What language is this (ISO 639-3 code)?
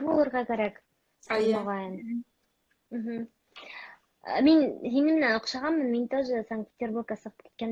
bak